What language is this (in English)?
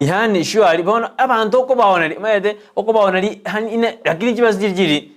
Gusii